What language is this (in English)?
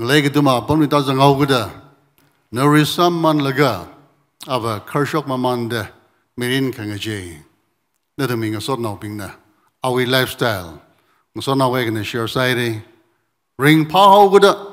Tangkhul Naga (India)